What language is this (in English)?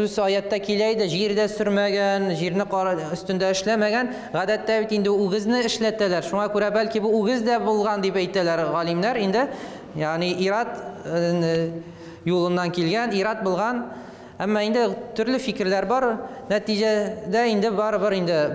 Tatar